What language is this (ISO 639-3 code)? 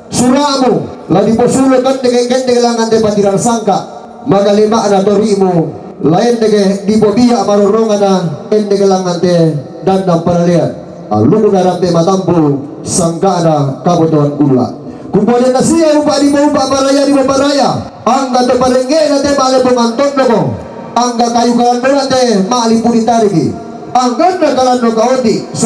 sda